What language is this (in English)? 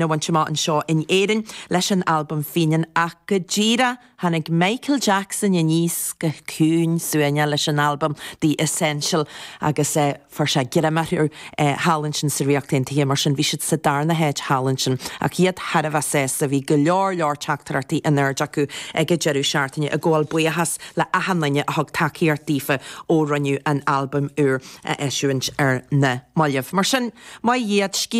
Irish